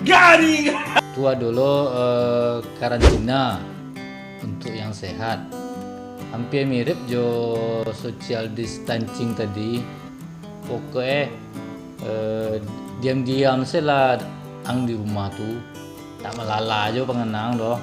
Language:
Minangkabau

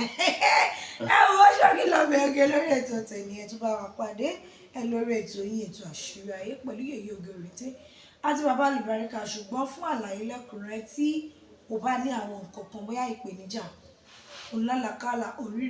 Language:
Yoruba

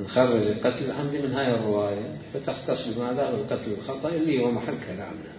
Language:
Mesopotamian Arabic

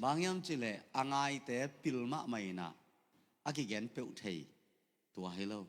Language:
Tedim Chin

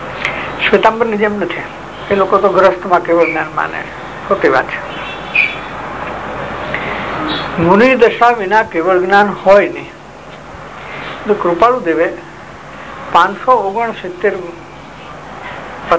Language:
Gujarati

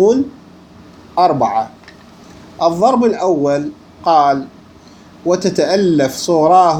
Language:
Mesopotamian Arabic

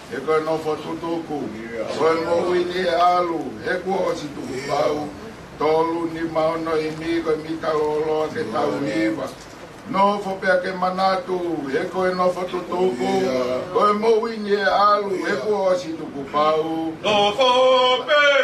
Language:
Tongan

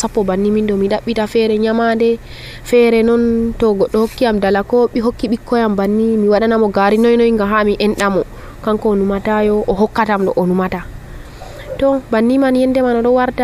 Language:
Nigerian Fulfulde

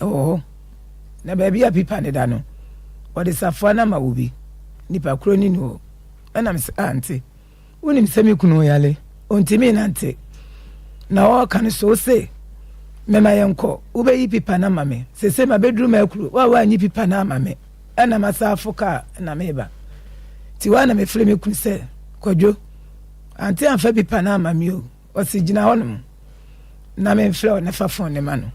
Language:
Akan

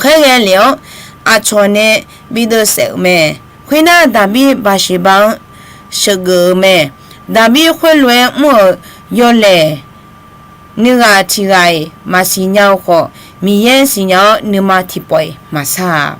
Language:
Akha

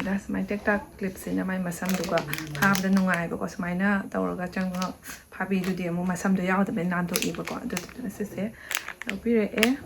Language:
Manipuri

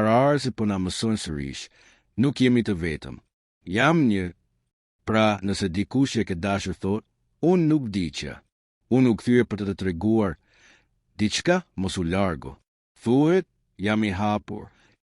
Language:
Albanian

